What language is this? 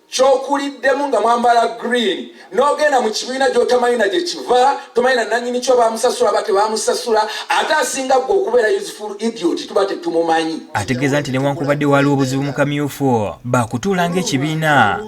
Ganda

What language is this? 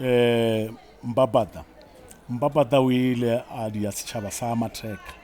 Northern Sotho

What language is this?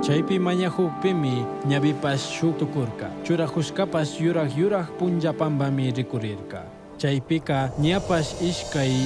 Chimborazo Highland Quichua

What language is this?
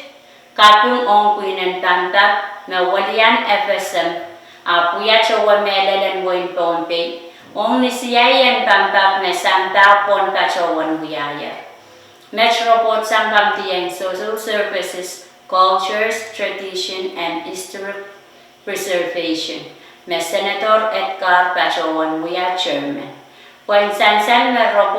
Pohnpeian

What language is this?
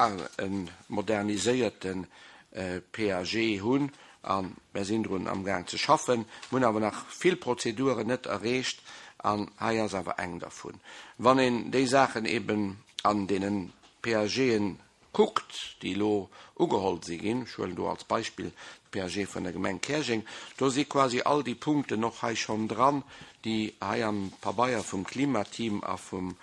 Luxembourgish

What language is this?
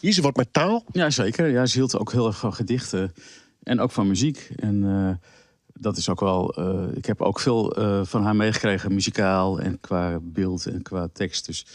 Western Frisian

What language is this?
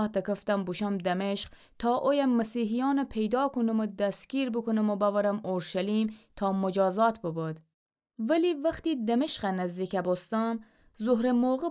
Gilaki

